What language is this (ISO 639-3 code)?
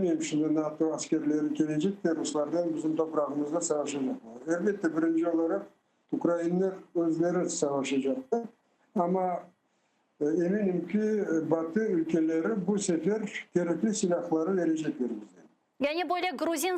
crh